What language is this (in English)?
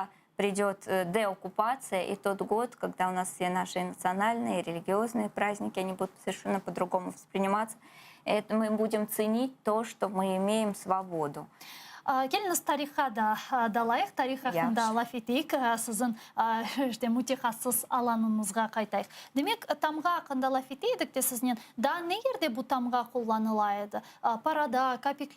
Crimean Tatar